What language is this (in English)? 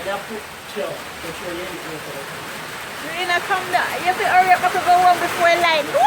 Jamaican Creole English